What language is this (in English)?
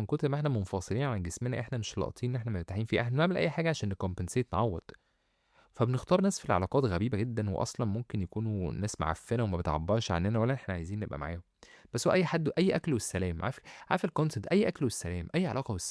Egyptian Arabic